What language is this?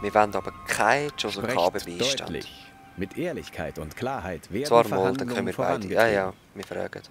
Swiss German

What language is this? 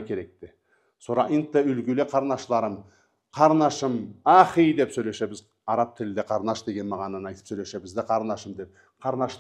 Karachay-Balkar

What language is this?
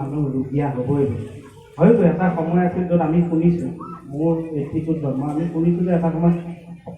Assamese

